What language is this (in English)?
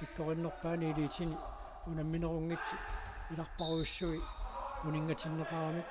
Kalaallisut